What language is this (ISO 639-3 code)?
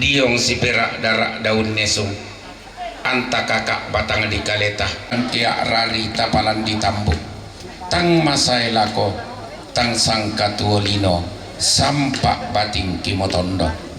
sda